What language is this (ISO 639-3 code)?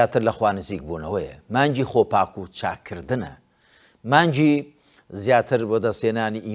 ckb